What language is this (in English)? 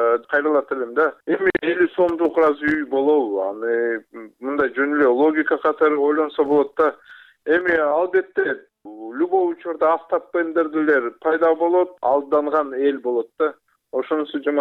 Kyrgyz